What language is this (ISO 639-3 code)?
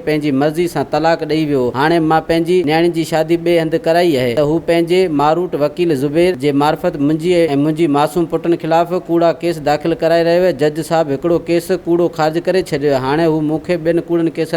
snd